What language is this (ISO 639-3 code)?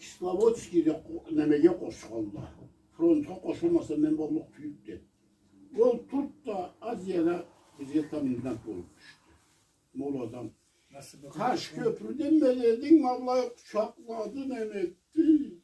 krc